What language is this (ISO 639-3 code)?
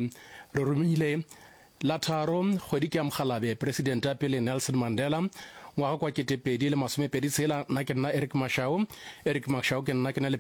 nso